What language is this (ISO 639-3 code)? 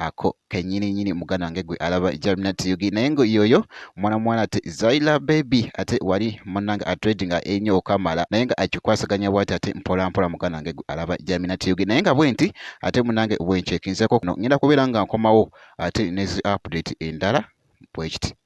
lug